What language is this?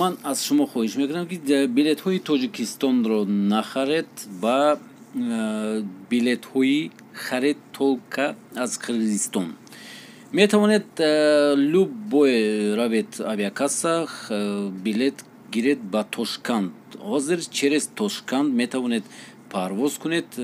Tajik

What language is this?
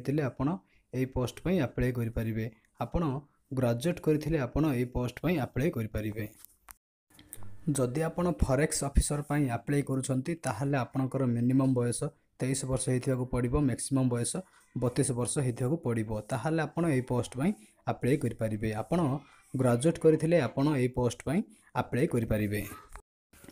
Odia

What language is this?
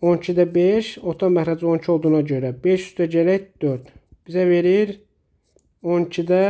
Azerbaijani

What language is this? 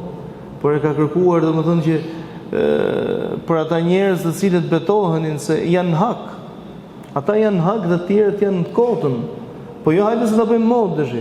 Albanian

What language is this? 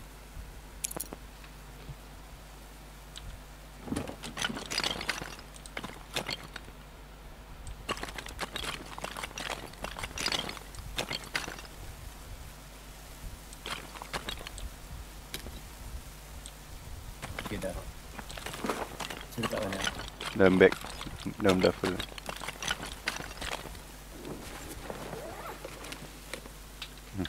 Malay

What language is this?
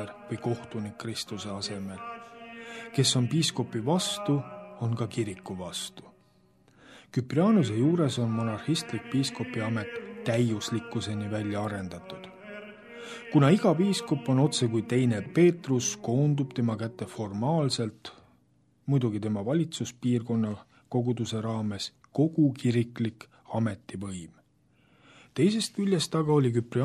Estonian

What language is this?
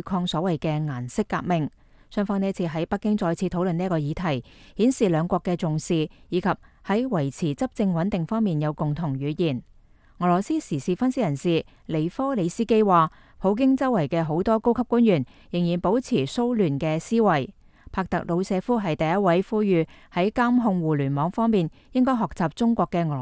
Cantonese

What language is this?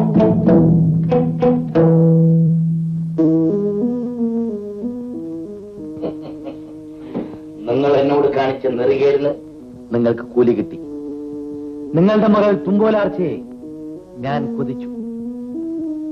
Malayalam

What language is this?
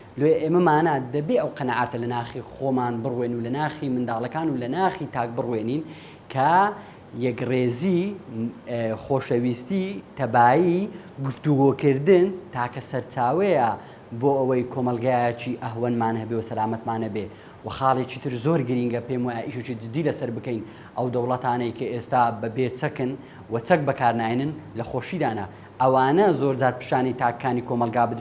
Central Kurdish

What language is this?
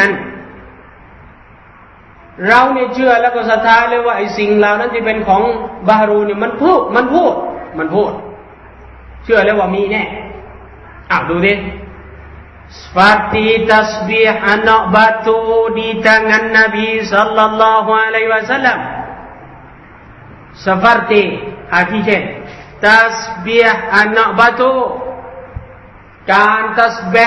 Thai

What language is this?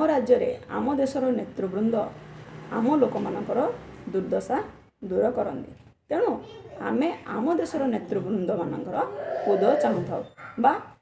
Odia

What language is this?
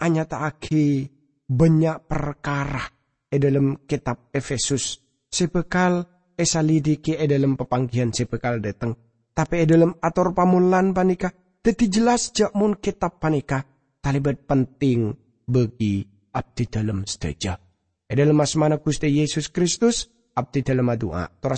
Madurese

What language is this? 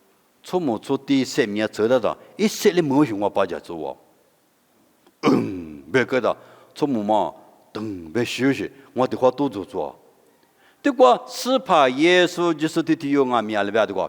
Lisu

